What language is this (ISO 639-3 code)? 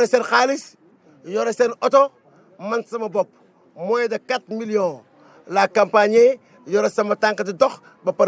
wol